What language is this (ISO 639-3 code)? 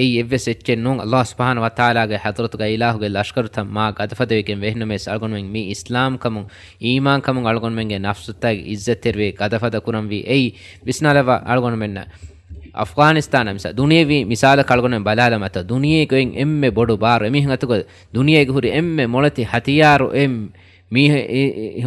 div